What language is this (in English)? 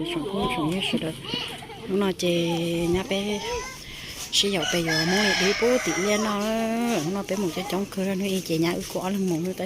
Hmong